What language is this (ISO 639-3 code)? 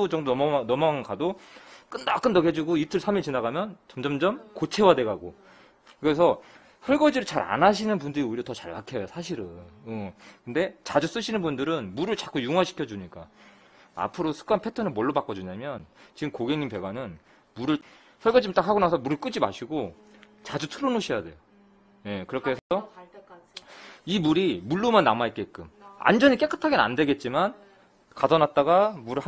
kor